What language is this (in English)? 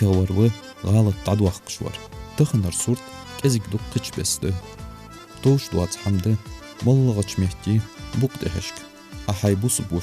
Ingush